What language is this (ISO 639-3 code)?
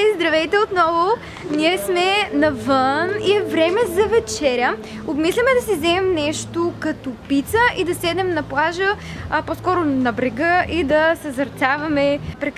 bul